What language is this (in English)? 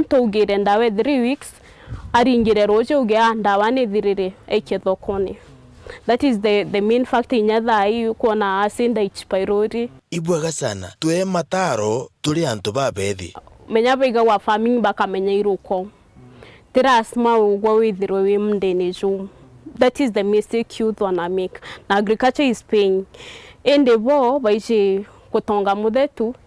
Meru